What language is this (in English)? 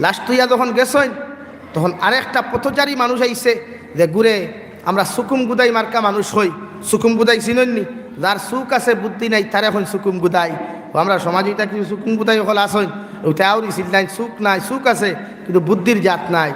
Sylheti